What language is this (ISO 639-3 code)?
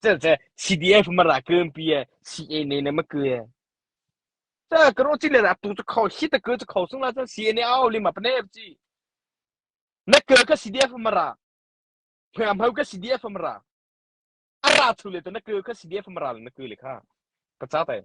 mrh